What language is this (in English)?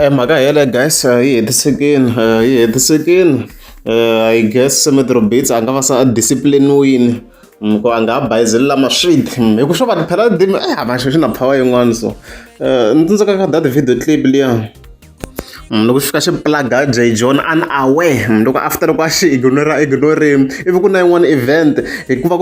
Tsonga